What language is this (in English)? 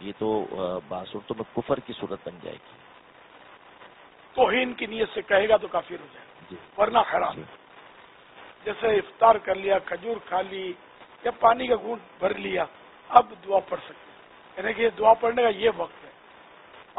Urdu